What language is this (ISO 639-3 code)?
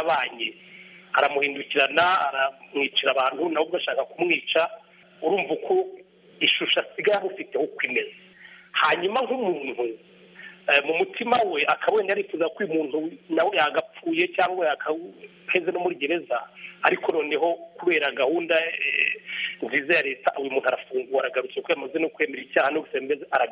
kin